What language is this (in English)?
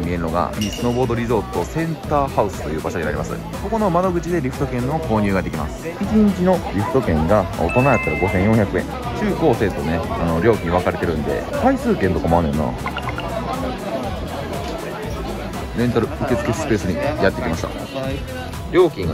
Japanese